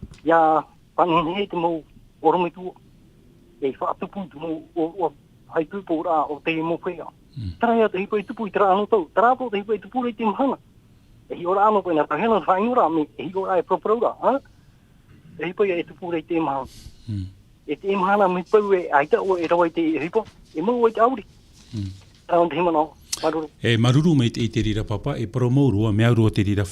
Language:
Tahitian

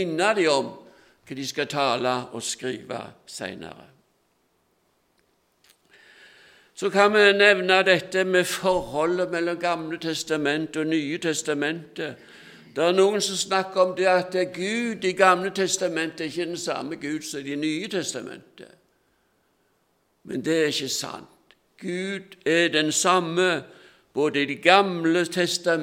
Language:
Norwegian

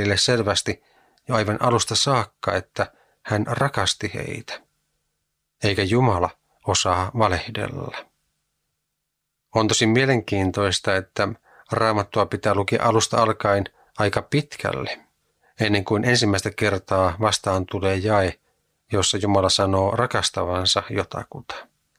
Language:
Finnish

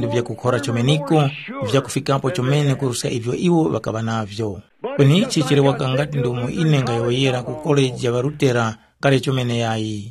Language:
Tumbuka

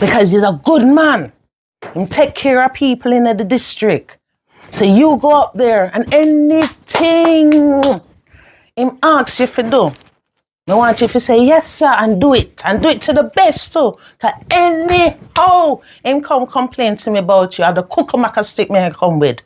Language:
Jamaican Creole English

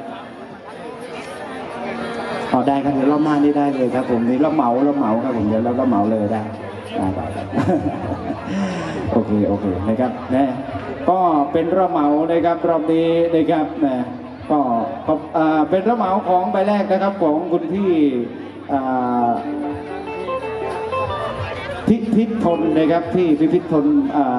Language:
Thai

